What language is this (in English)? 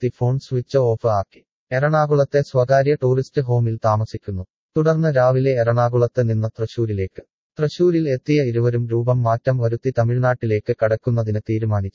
Malayalam